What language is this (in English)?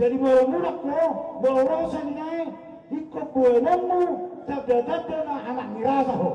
Batak Toba